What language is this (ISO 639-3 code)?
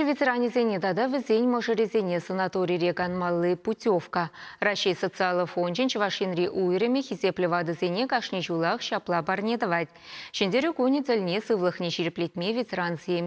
chv